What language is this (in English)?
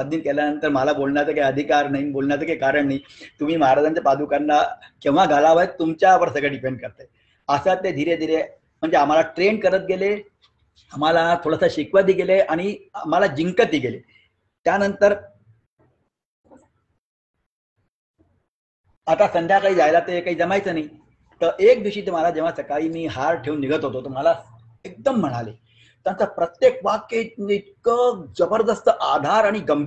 Marathi